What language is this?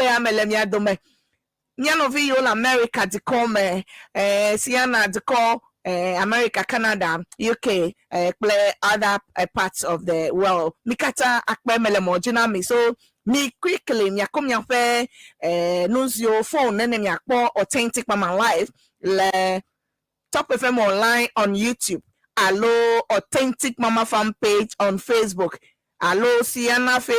Ewe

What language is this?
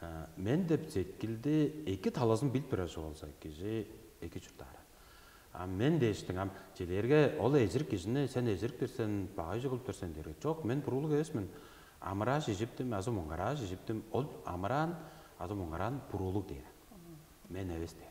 Tuvinian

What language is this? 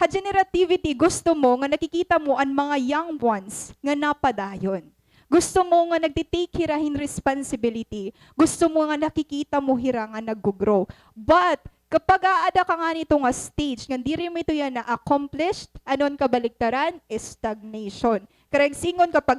Waray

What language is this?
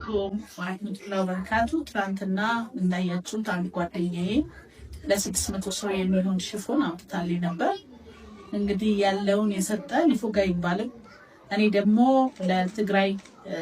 Amharic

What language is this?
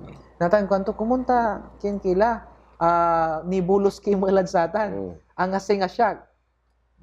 Pangasinan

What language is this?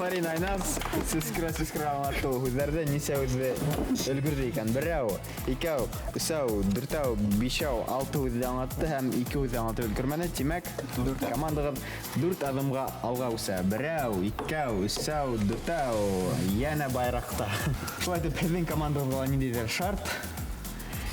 Bashkir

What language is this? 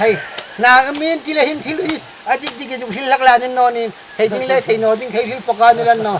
Hmar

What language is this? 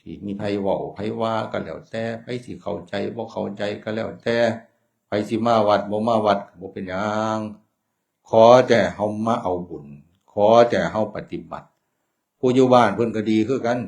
Northeastern Thai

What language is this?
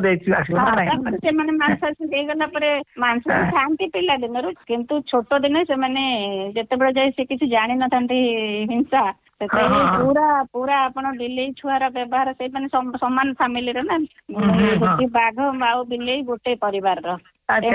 Odia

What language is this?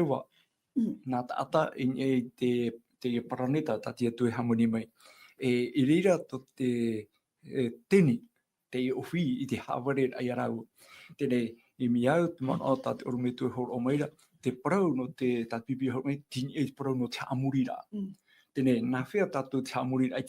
Tahitian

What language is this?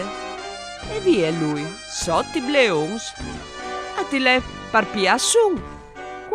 Friulian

